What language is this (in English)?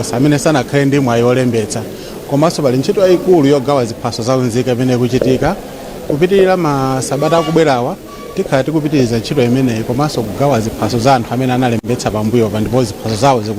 Nyanja